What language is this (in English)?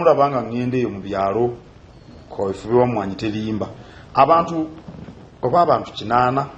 Ganda